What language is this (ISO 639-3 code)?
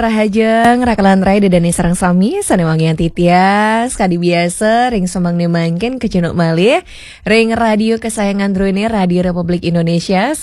ban